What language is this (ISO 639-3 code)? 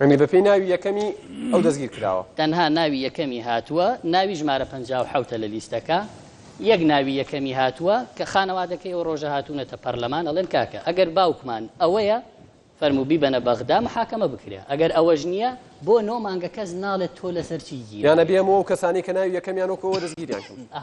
ckb